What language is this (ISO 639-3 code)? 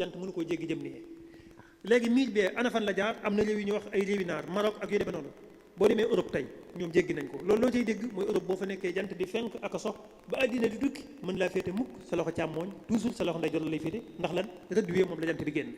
wol